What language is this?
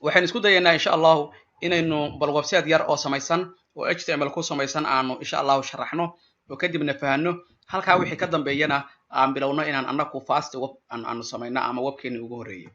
Somali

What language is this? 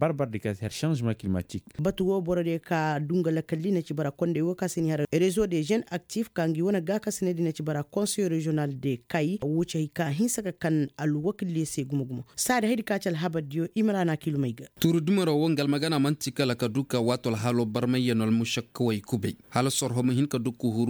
Koyraboro Senni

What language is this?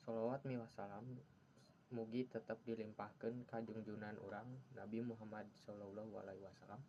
Sundanese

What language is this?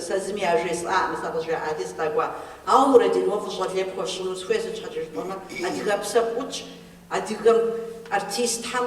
Kabardian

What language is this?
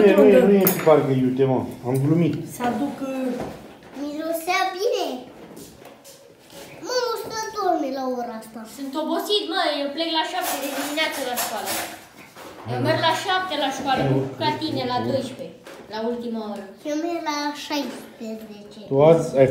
Romanian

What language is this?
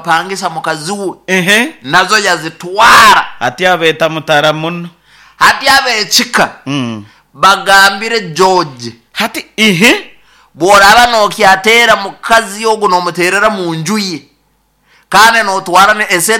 Nyoro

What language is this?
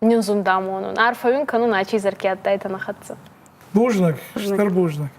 Ossetic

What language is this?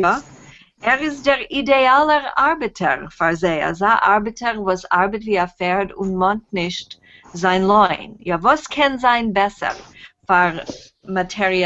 Yiddish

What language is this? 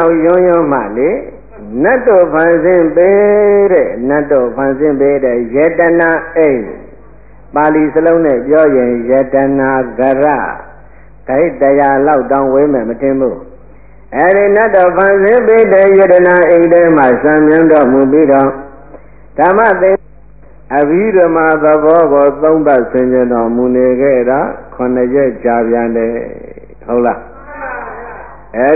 Burmese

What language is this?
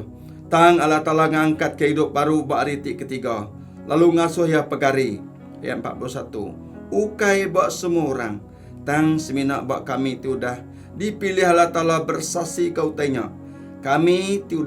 Iban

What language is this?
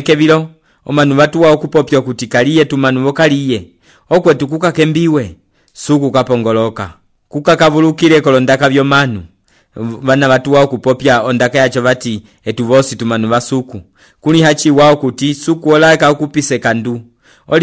Umbundu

